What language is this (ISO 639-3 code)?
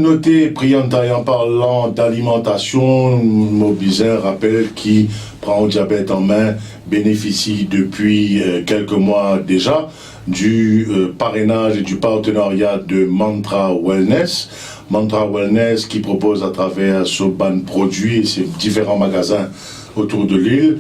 mfe